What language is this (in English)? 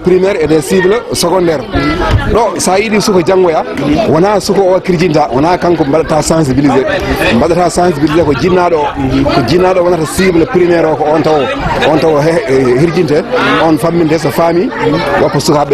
Fula